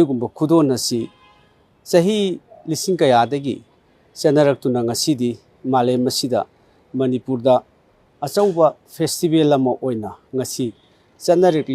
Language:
Manipuri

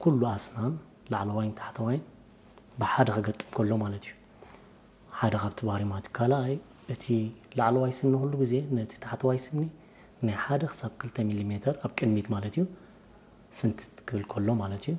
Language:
Tigrinya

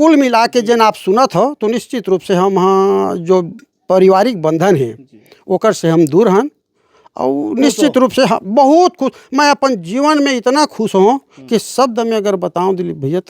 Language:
Chhattisgarhi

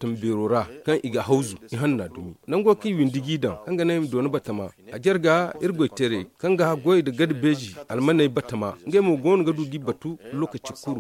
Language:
Zarma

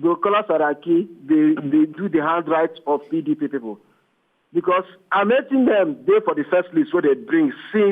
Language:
Nigerian Pidgin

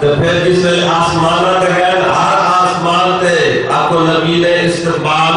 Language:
Saraiki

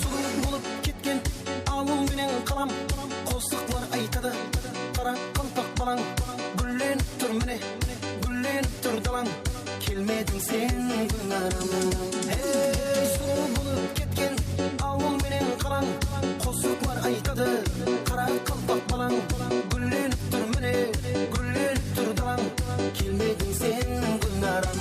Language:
Kara-Kalpak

